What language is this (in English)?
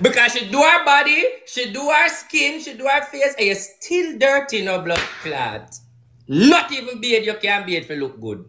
Jamaican Creole English